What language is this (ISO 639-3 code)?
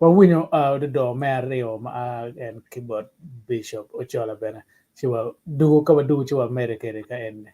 ach